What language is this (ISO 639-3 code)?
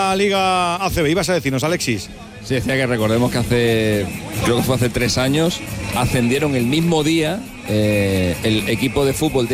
spa